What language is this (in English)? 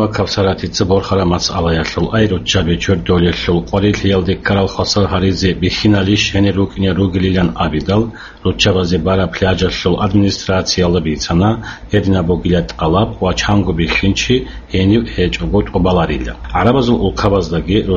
Avaric